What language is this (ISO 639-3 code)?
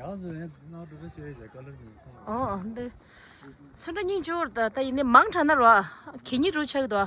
bod